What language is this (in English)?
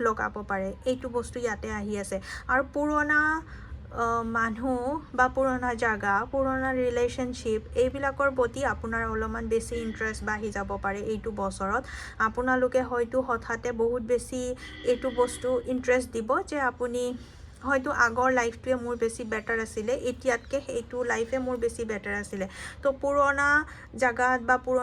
Assamese